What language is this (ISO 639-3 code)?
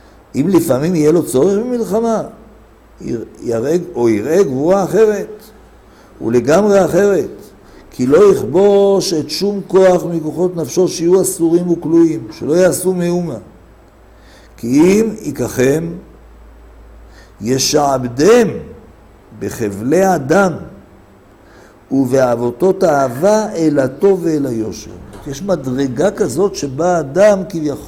heb